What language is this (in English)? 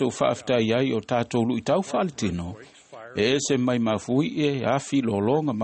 Samoan